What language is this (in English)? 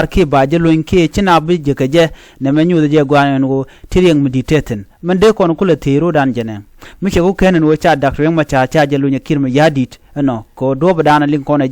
Nuer